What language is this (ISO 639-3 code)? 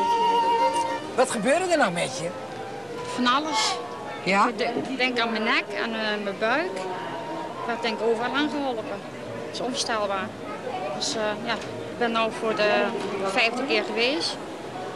nld